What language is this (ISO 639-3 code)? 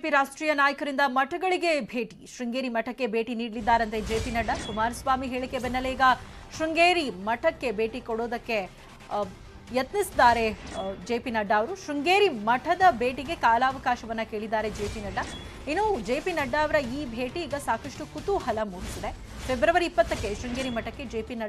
kan